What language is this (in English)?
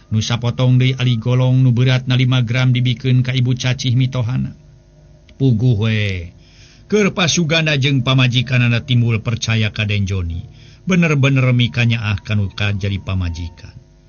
Sundanese